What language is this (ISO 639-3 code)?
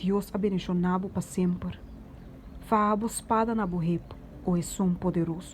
pap